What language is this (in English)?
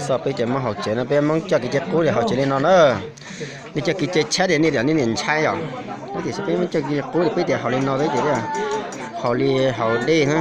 Hmong